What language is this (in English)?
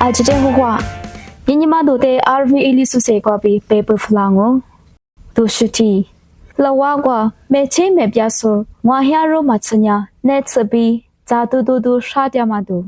Lisu